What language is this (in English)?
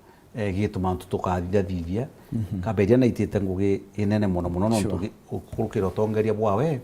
Meru